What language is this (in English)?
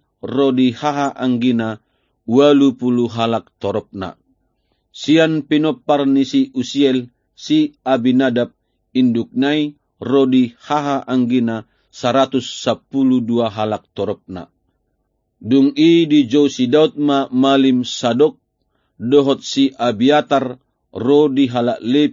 Batak Toba